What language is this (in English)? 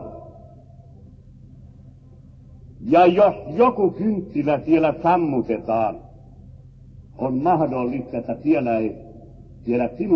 Finnish